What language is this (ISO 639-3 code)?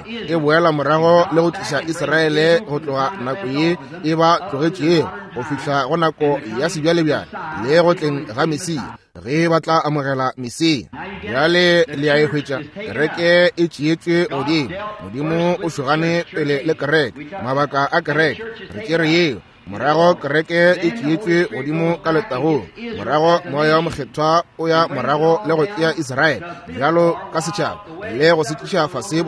nso